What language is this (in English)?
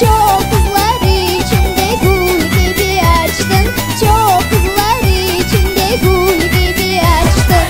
Crimean Tatar